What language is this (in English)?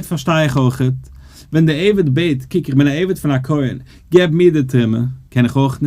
Yiddish